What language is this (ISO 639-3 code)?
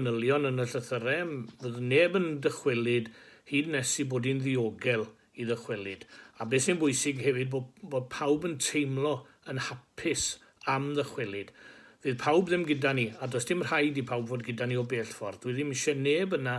cym